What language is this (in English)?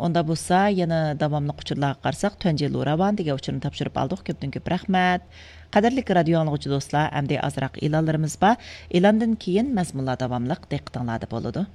Uyghur